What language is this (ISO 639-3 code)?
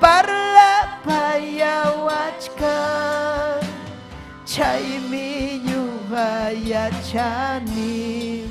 quy